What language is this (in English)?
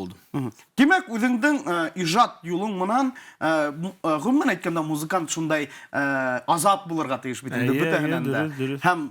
Bashkir